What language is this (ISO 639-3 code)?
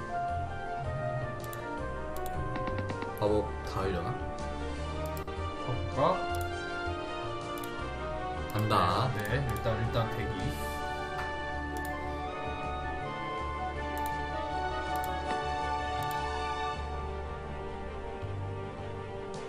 kor